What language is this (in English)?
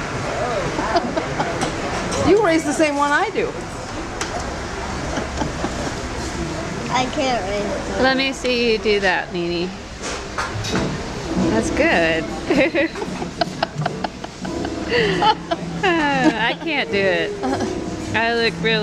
English